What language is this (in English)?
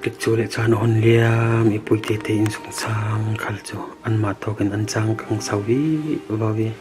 Falam Chin